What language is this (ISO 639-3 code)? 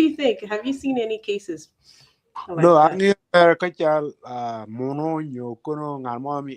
ach